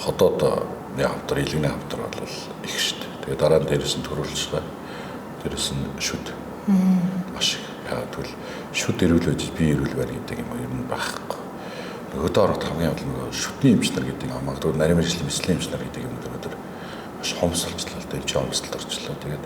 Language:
Mongolian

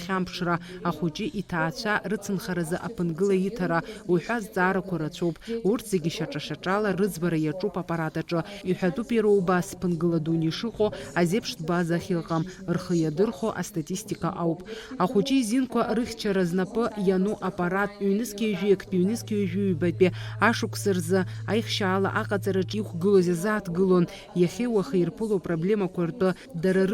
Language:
Abkhazian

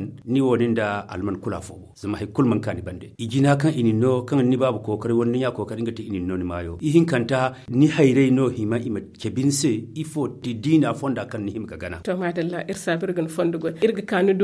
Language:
Zarma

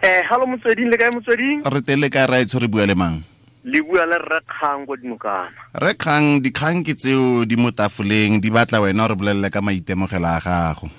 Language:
Tswana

